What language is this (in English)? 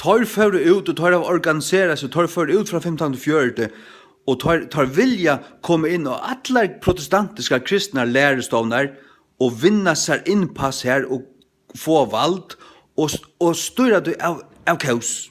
Faroese